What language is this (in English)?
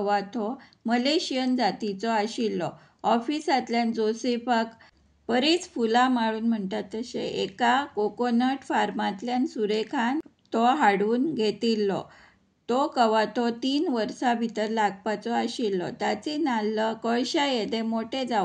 Konkani